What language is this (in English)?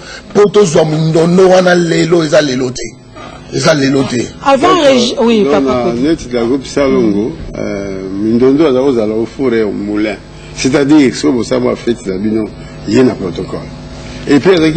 Lingala